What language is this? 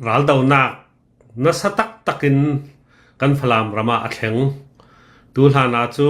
Hakha Chin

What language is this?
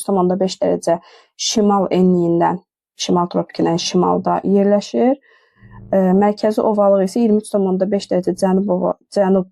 Azerbaijani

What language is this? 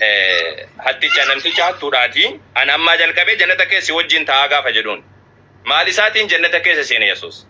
Oromo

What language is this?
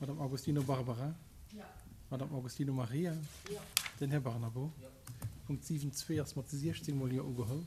Luxembourgish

